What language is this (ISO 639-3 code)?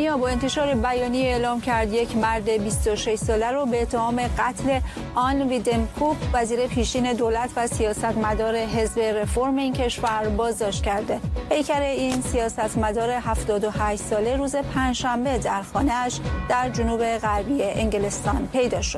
fas